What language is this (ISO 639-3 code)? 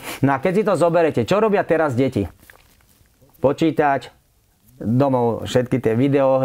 slk